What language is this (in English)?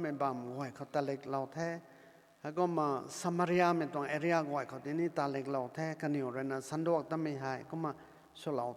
Rongmei Naga